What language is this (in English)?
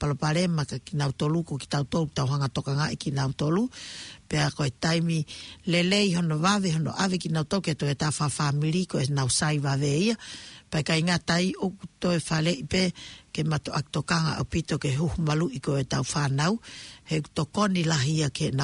Tongan